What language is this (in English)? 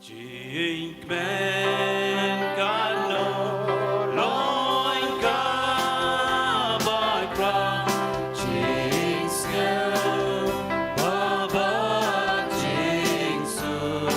Khasi